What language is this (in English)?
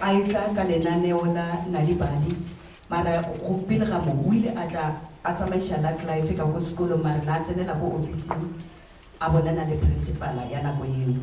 Northern Sotho